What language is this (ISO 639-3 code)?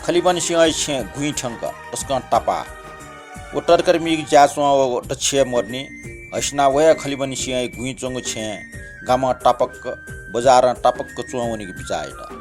new